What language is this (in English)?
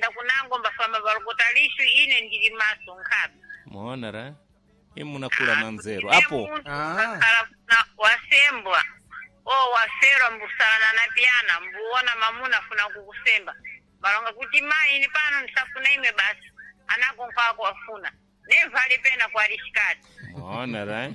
Sena